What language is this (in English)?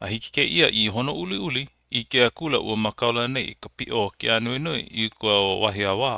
Hawaiian